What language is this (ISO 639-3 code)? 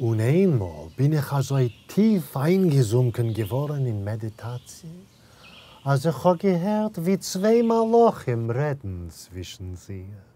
yid